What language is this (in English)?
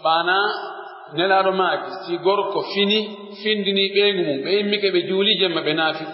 Pular